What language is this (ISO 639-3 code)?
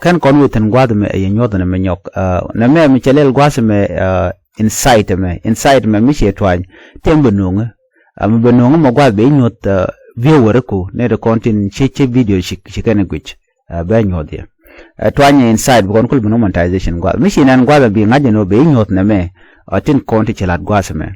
nus